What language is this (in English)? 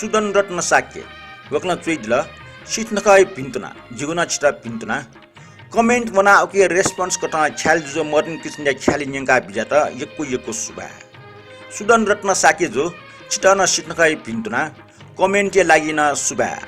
Newari